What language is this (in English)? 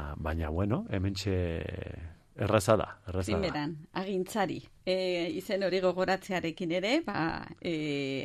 Basque